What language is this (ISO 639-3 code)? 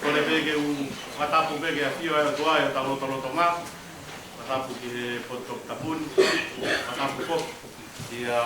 ton